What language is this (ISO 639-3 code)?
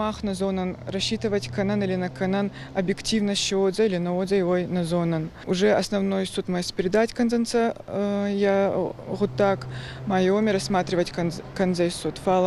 oss